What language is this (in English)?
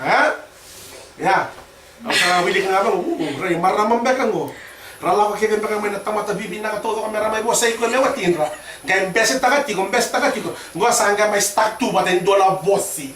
Fijian